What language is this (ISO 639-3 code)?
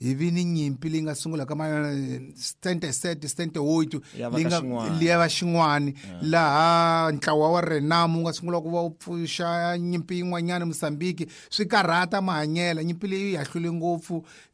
tso